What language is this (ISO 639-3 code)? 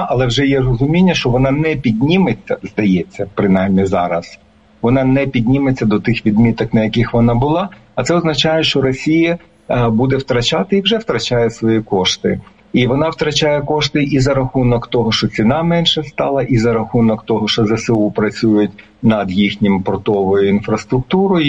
ukr